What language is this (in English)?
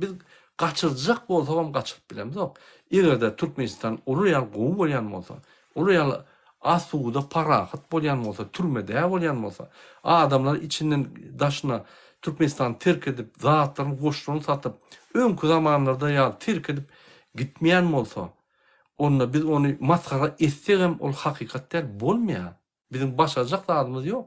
Turkmen